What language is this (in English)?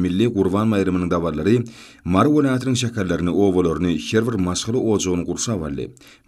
Turkmen